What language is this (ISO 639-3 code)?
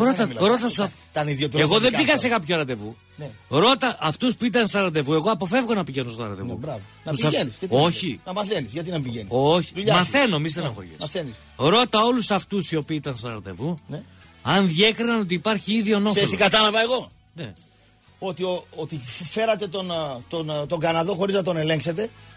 ell